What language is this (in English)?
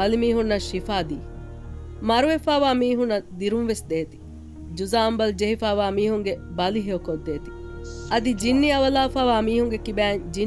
Divehi